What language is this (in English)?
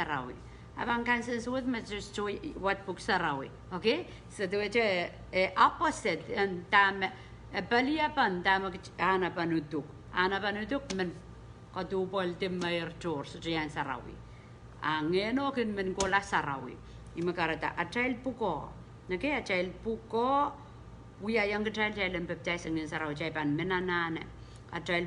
Pohnpeian